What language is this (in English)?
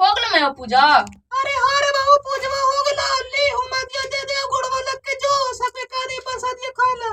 Magahi